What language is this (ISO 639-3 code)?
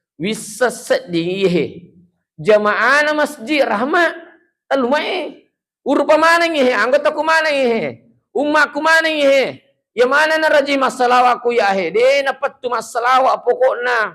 bug